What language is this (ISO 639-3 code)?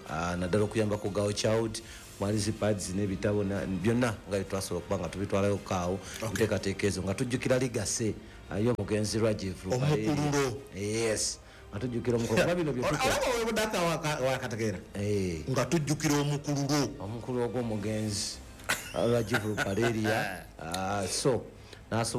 lug